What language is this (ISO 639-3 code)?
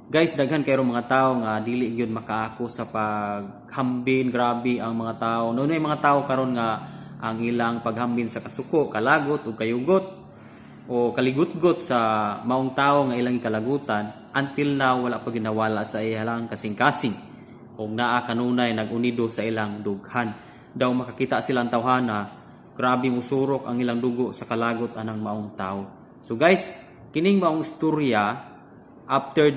ceb